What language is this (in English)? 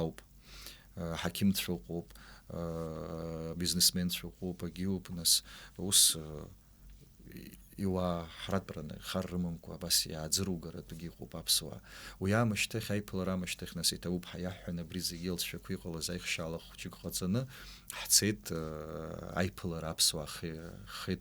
Abkhazian